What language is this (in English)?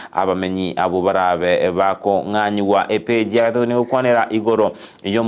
Gusii